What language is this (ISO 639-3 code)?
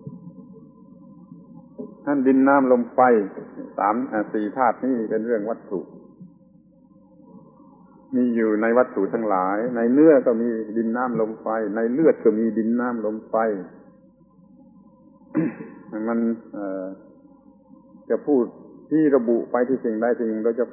tha